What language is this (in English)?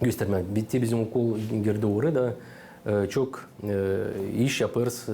Gagauz